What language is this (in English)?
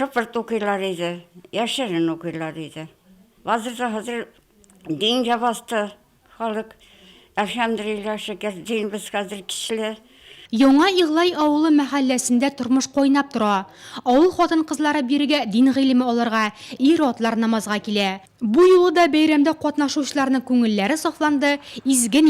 Tatar